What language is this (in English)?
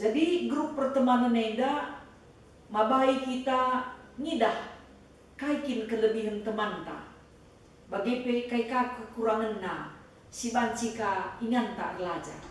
Batak Karo